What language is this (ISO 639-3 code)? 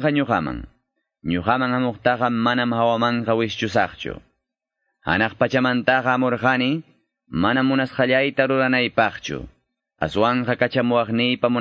que